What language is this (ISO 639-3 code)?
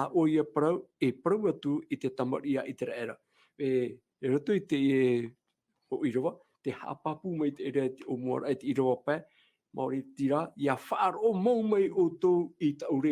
tah